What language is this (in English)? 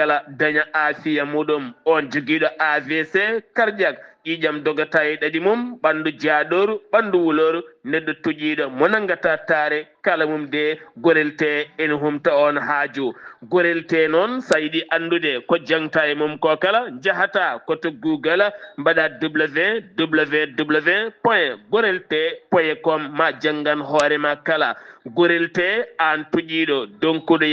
Fula